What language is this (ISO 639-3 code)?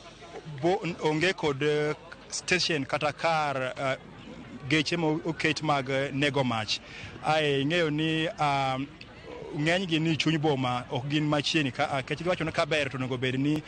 luo